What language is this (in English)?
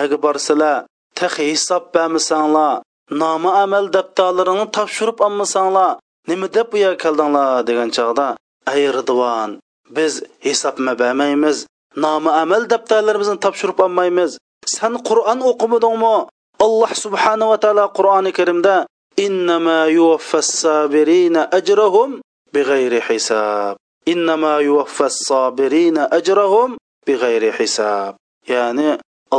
Uyghur